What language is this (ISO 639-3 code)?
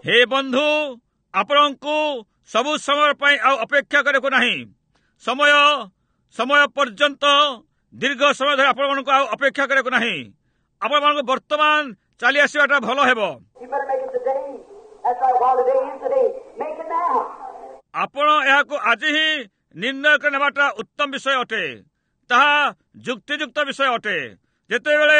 ori